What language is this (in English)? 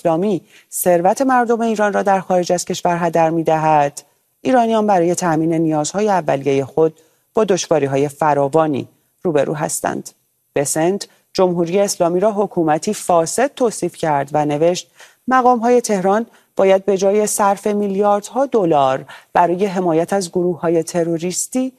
Persian